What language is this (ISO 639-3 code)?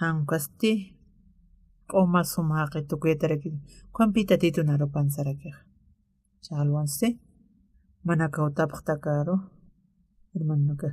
aym